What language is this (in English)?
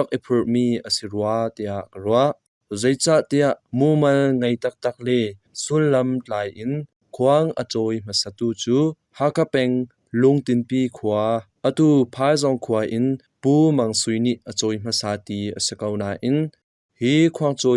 Hakha Chin